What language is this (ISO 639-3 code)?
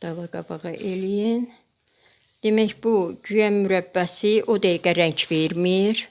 aze